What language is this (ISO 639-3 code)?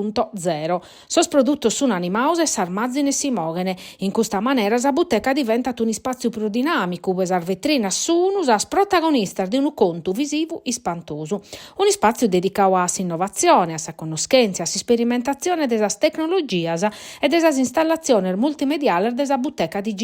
srd